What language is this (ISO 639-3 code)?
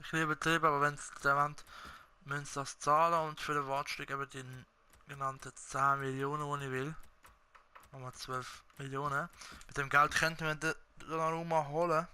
gsw